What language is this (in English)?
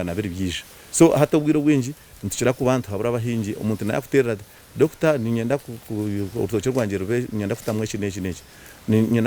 Nyankole